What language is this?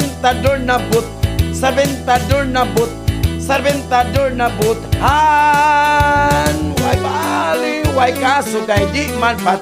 Cebuano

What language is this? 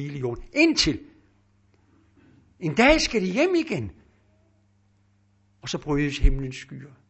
Danish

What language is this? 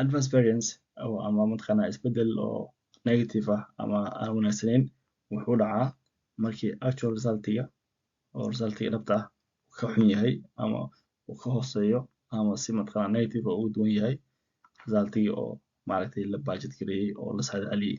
Somali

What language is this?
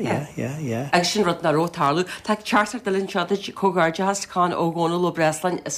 Irish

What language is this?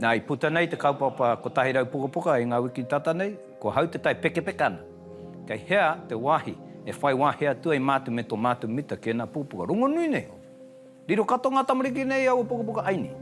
Māori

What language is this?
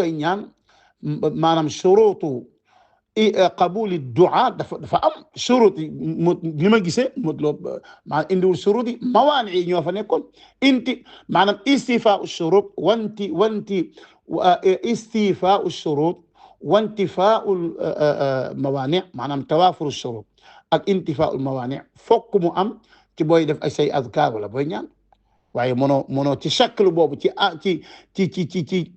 Wolof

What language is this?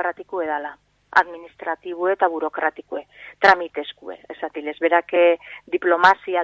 Basque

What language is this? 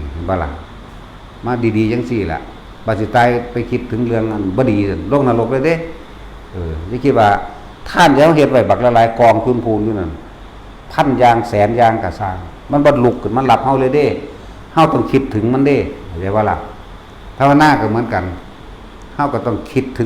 Northeastern Thai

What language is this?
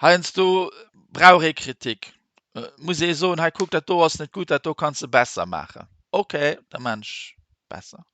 Luxembourgish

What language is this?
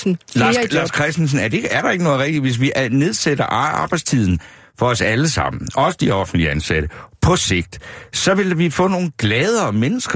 Danish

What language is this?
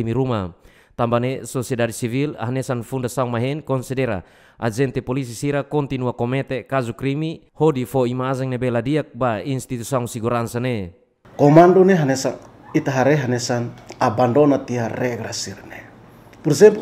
Tetum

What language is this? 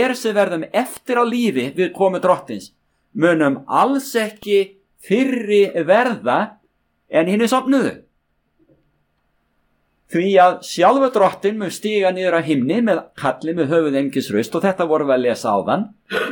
Icelandic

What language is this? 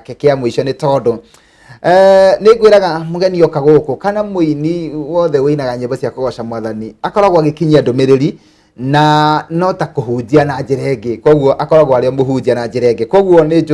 Kikuyu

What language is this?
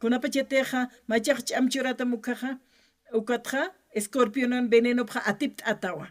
Aymara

